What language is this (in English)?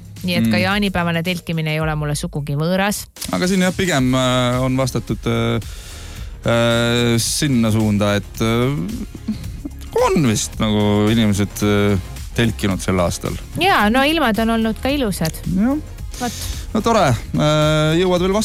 Estonian